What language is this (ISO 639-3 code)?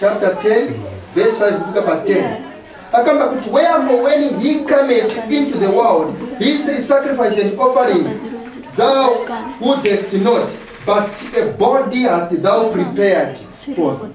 nya